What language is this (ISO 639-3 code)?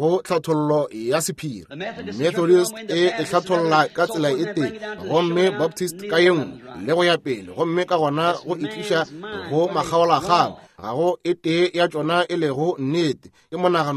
nso